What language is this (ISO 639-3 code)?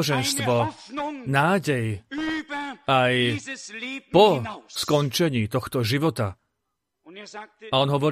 slk